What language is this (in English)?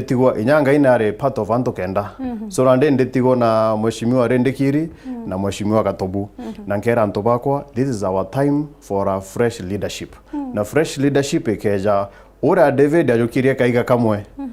Meru